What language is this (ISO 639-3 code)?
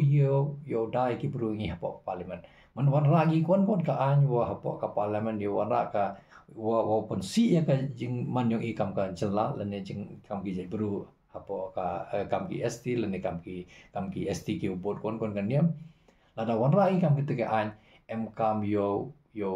kha